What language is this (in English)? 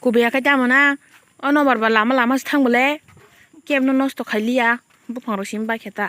Kok Borok